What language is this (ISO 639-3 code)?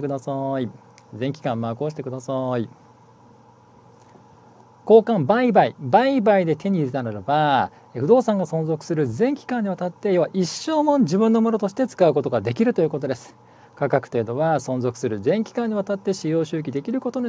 jpn